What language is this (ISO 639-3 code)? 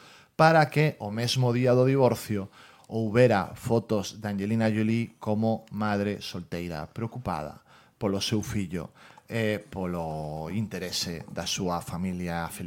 glg